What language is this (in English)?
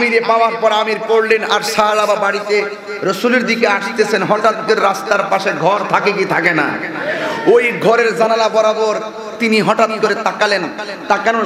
Bangla